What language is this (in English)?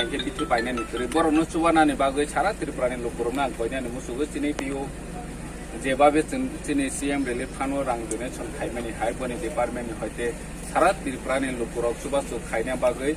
Riang (India)